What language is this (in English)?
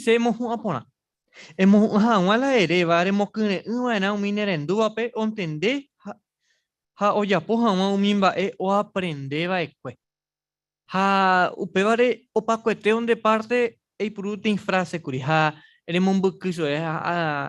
Guarani